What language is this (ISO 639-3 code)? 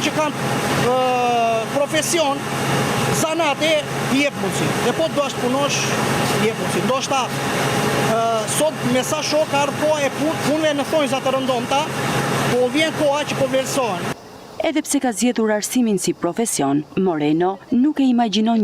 sqi